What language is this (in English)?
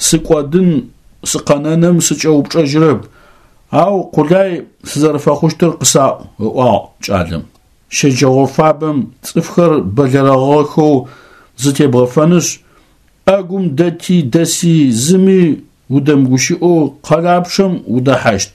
Adyghe